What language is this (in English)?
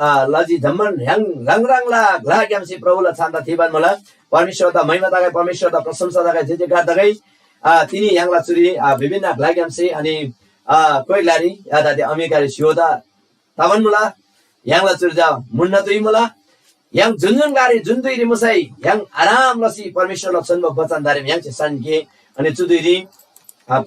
Eastern Tamang